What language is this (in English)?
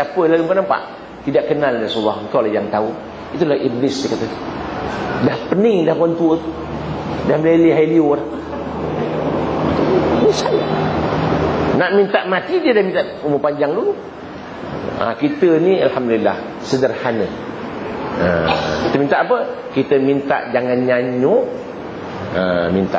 Malay